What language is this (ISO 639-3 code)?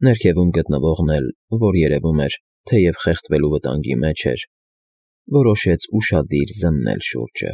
hye